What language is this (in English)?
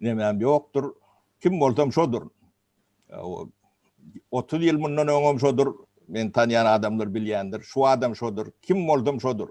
Turkmen